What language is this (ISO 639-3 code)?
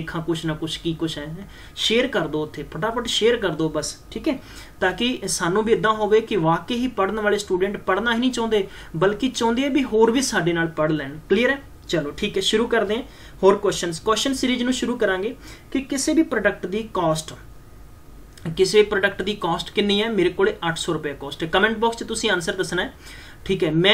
pan